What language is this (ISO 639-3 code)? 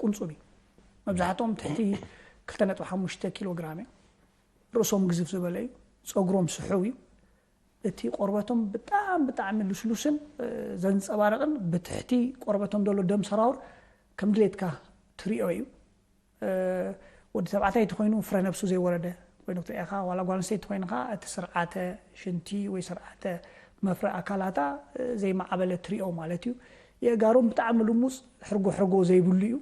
tir